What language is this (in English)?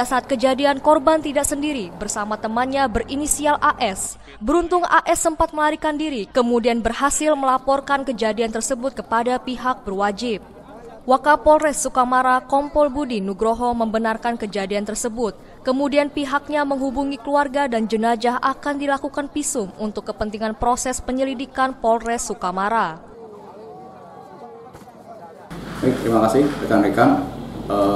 Indonesian